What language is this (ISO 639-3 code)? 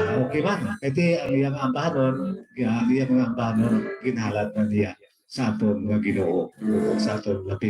hil